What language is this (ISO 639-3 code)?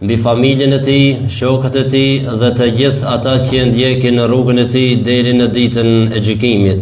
sqi